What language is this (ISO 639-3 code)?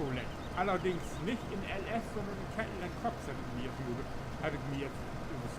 nds